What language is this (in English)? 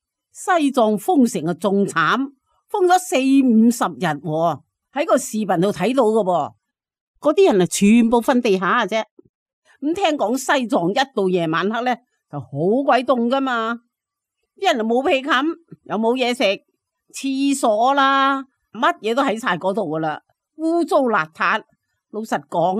Cantonese